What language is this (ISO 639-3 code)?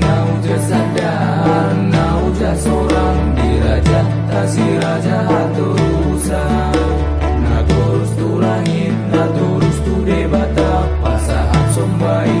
bbc